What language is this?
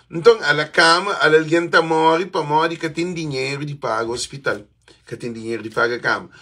Kabuverdianu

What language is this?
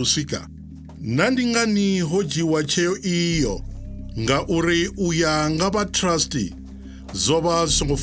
Venda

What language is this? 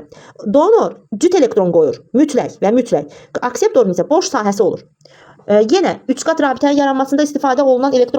Azerbaijani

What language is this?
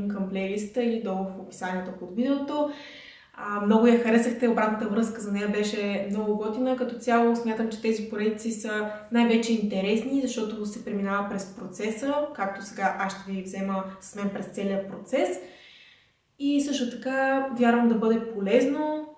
Bulgarian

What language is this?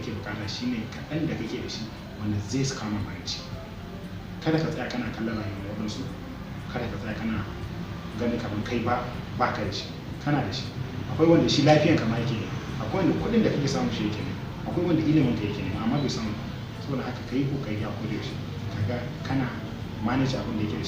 Hausa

